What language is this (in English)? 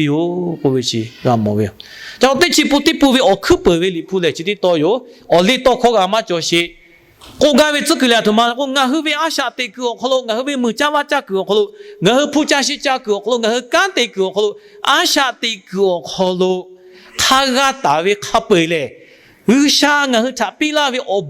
Lahu